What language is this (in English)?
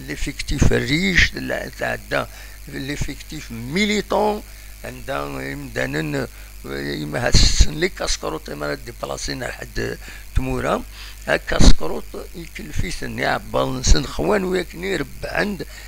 Kabyle